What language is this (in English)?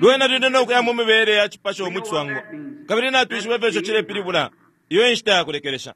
Bemba